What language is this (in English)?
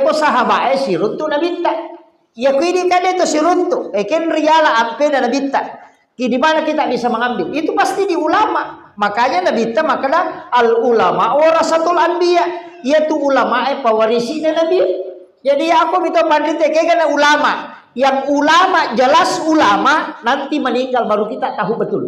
Buginese